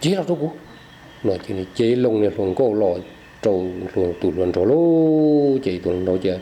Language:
Hmong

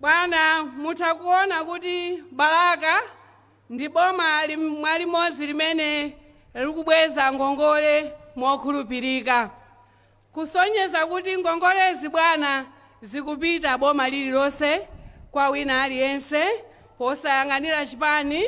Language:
Nyanja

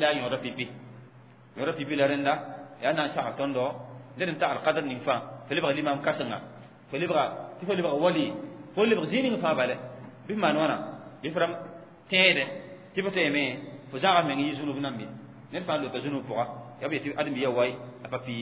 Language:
Mossi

